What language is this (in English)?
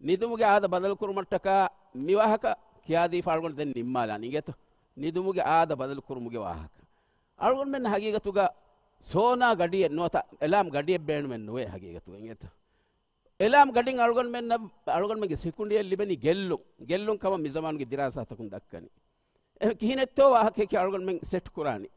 Divehi